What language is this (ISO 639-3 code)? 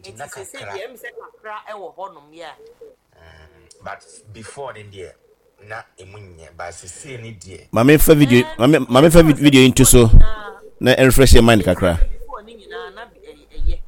aka